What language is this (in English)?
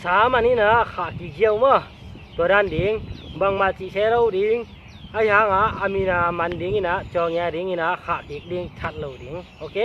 Tedim Chin